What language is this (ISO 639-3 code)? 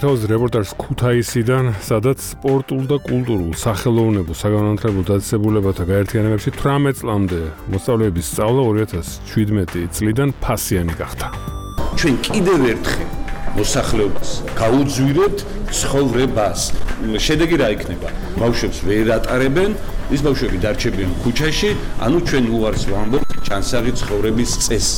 kat